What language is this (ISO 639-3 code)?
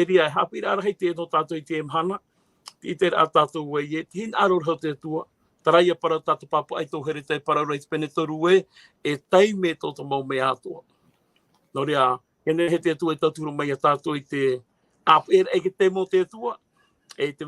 tah